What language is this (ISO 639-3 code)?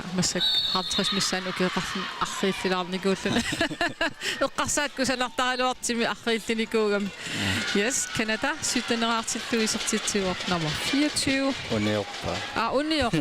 kal